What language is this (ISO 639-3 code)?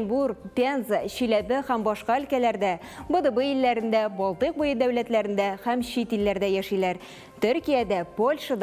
tat